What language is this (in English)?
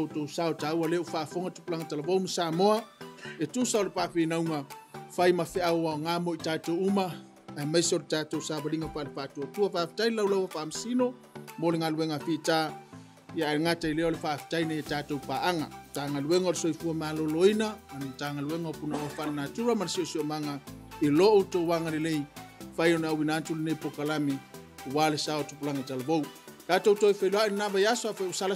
Samoan